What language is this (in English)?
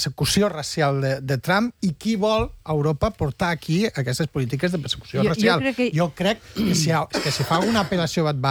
Catalan